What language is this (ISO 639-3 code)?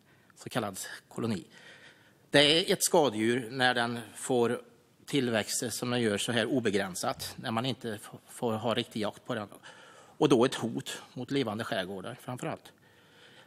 swe